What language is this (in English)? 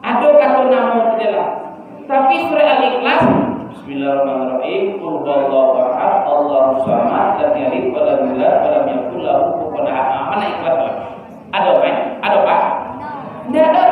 Minangkabau